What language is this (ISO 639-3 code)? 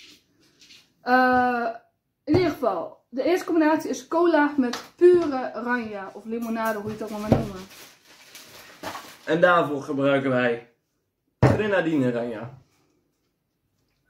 nld